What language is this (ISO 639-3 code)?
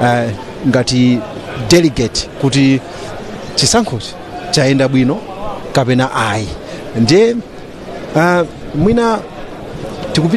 nya